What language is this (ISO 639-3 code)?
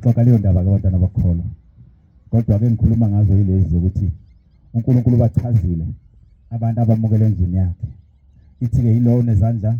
zul